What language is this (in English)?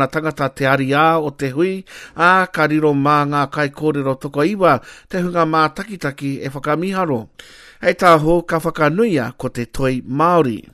Māori